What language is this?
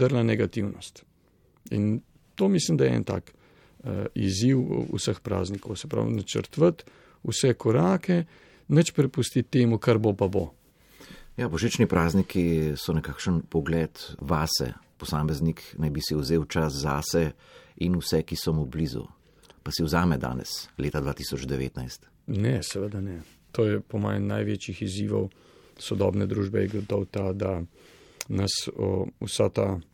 Slovenian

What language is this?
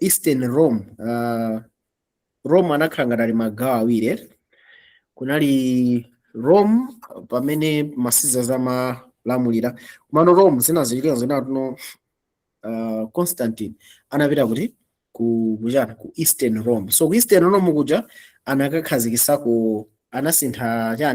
Nyanja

